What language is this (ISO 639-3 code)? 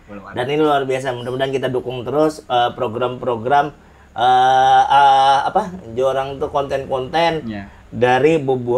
bjn